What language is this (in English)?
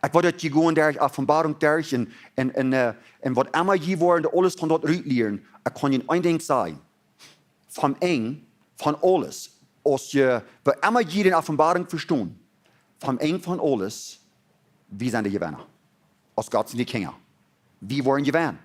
Plautdietsch